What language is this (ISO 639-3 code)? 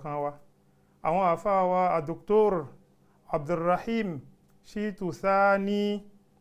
yor